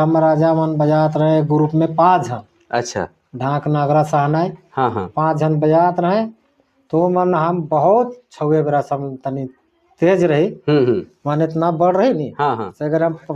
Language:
Sadri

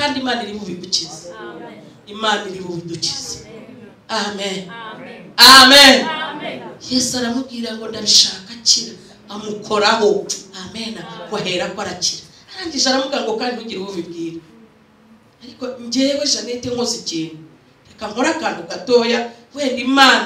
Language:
Kinyarwanda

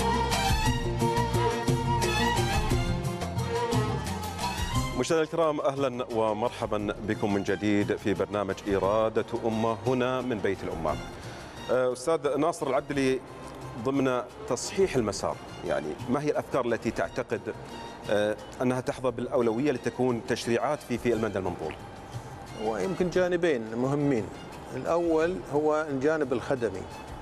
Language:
Arabic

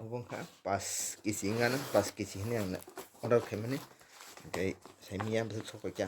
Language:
Kok Borok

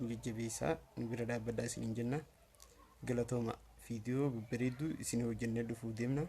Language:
Oromo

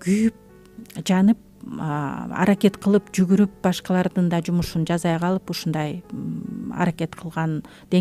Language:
Kyrgyz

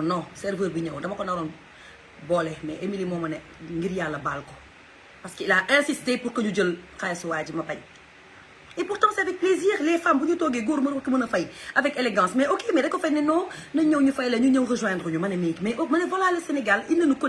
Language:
Wolof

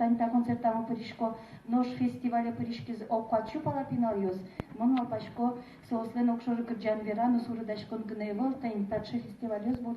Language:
Udmurt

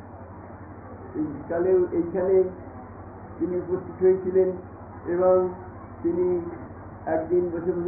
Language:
Bangla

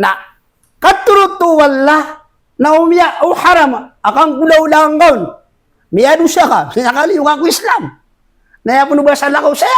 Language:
Maranao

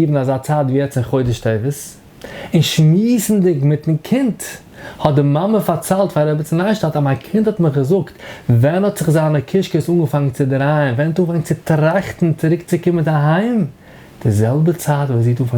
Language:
Yiddish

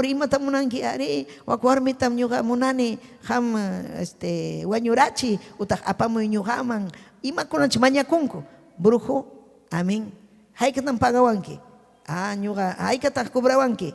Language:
Ayacucho Quechua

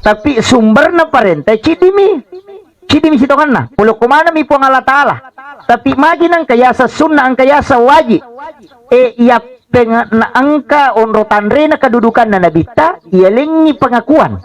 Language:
Buginese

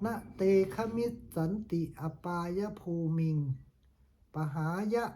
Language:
Pali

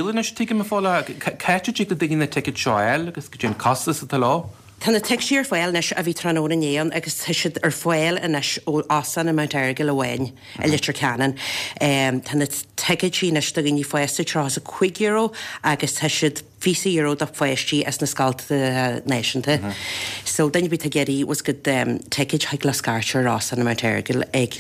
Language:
Irish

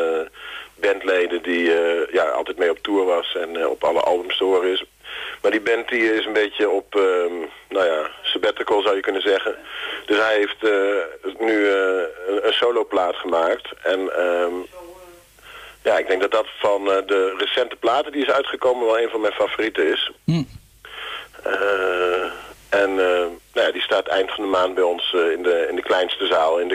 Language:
Dutch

